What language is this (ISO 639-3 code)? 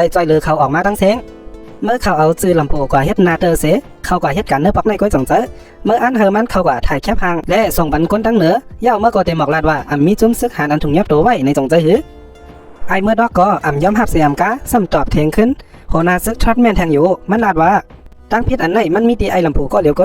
shn